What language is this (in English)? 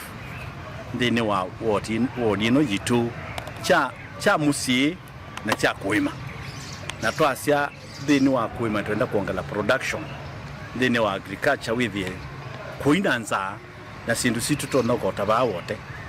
Kamba